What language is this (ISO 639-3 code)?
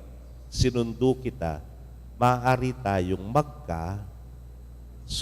pam